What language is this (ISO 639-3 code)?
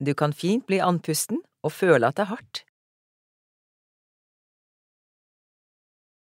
nor